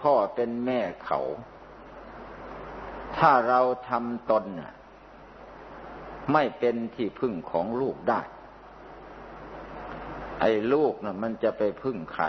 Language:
Thai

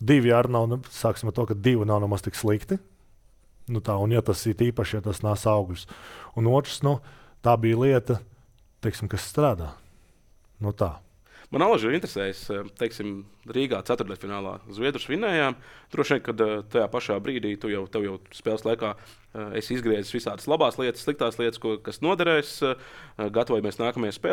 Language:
Latvian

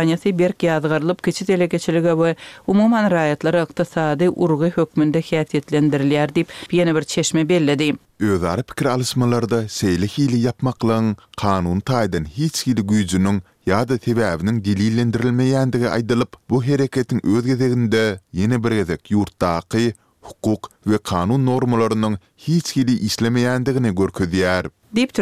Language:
Turkmen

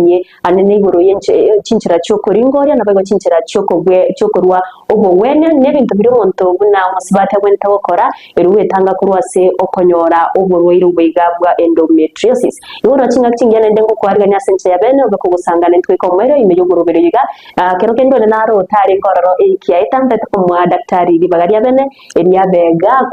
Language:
Gusii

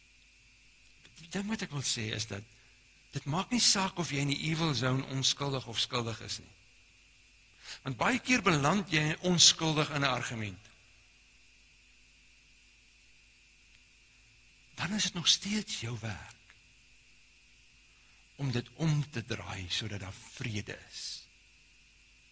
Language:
Afrikaans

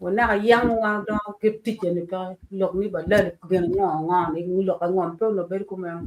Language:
Acoli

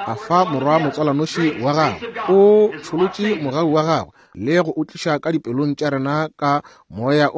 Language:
Northern Sotho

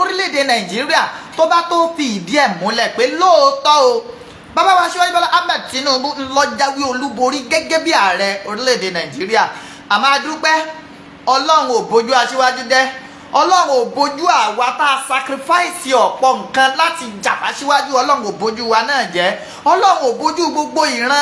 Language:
Yoruba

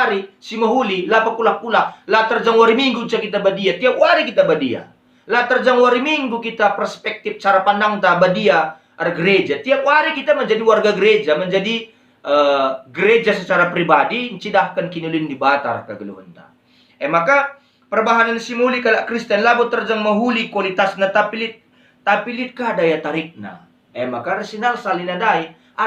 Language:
Batak Karo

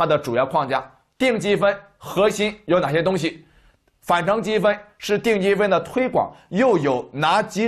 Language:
Chinese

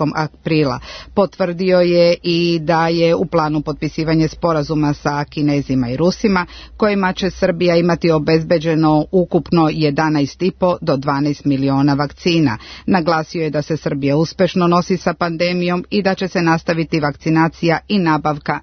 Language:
Serbian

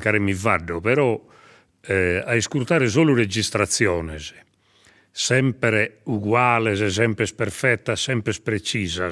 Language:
Sardinian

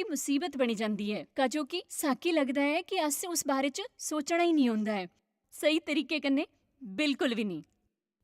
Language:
Dogri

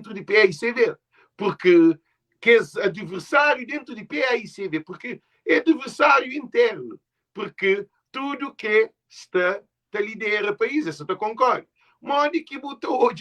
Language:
Kabuverdianu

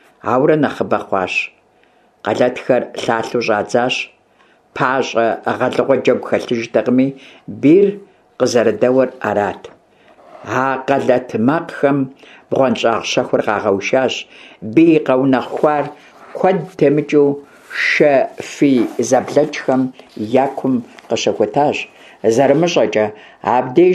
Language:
Kabardian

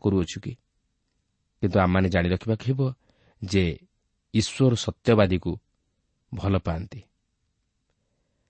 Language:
Odia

